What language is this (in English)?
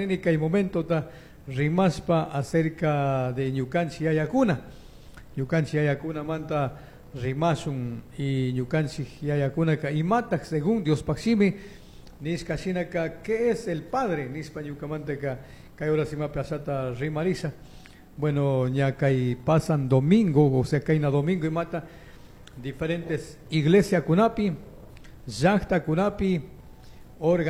Chimborazo Highland Quichua